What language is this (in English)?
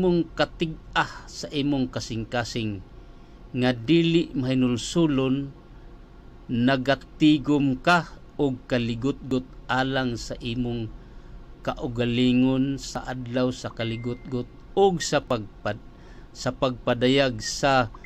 Cebuano